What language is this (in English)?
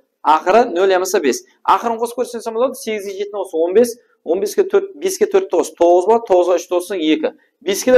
Kara-Kalpak